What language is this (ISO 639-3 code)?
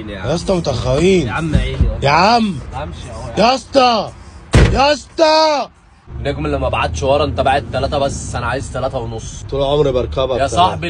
arz